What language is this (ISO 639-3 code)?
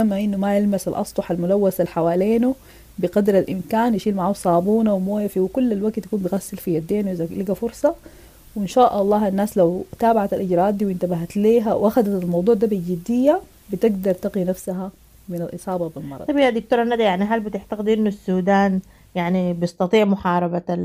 apd